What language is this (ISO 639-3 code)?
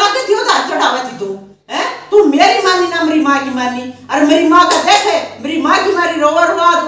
bgc